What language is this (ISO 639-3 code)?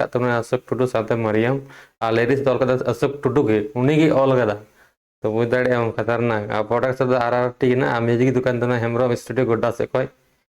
sat